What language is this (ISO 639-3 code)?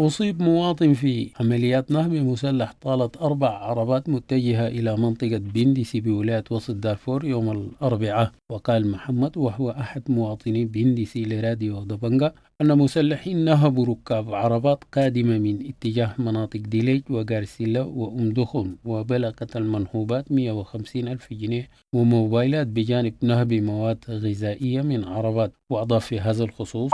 apd